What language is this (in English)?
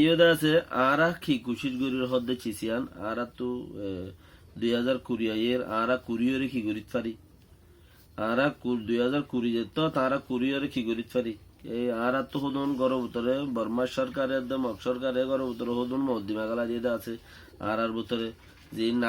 Rohingya